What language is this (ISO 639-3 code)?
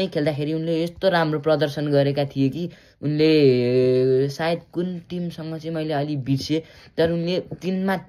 nep